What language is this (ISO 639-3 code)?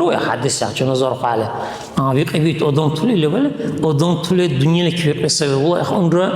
dar